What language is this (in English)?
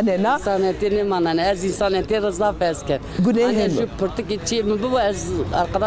Zaza